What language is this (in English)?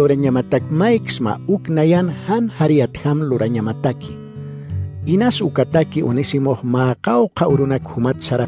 Aymara